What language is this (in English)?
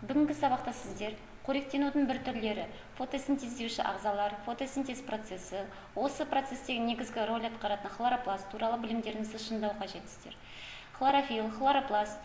Kazakh